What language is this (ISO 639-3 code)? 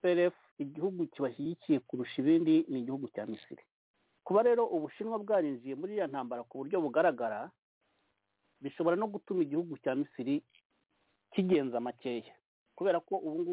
kin